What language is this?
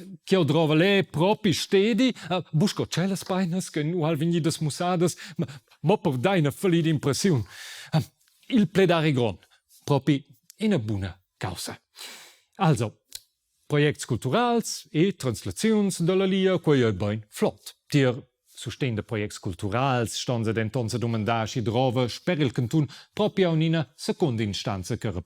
Romansh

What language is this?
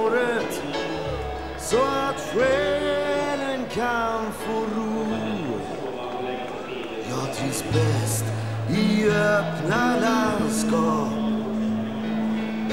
Swedish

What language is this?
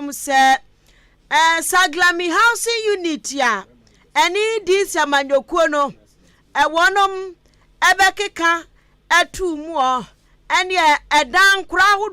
Akan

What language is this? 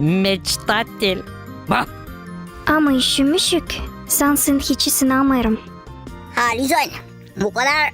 Gagauz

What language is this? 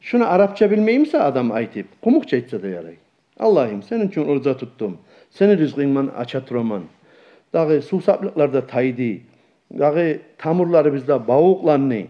Kumyk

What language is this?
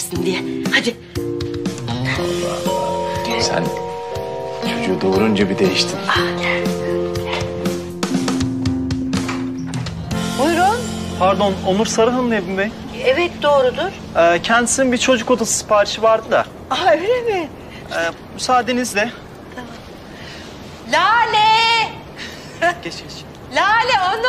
Turkish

